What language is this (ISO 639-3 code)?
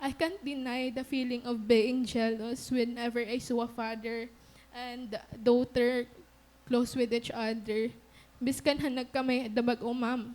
war